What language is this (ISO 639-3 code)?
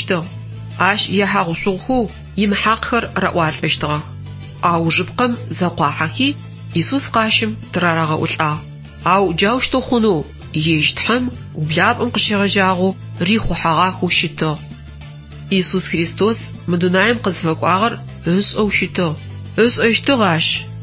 ady